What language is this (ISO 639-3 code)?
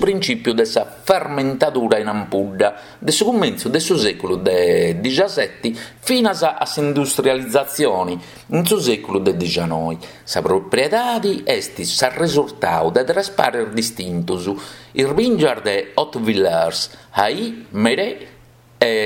srd